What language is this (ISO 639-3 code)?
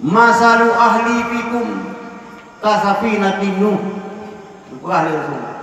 ace